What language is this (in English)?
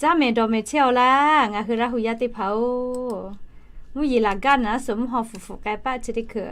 Lahu